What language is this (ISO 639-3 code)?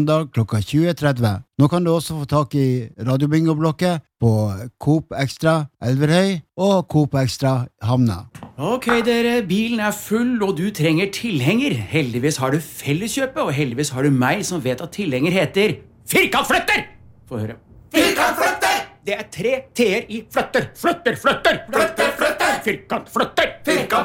nor